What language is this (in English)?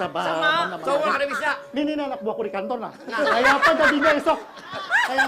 Banjar